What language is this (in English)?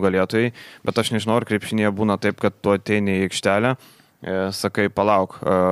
Lithuanian